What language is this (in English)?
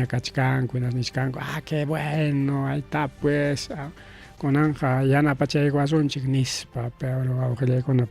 Ayacucho Quechua